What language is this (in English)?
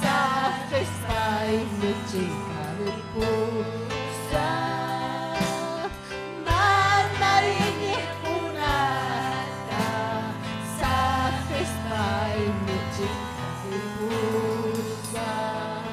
Ayacucho Quechua